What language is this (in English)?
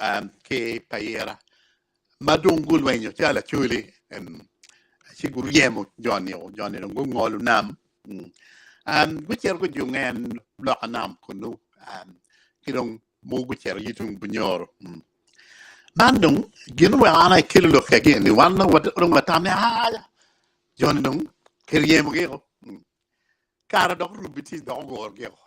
Acoli